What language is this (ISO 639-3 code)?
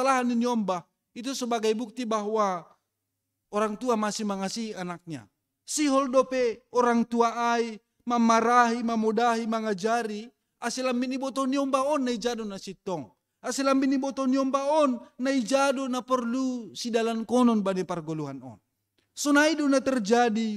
bts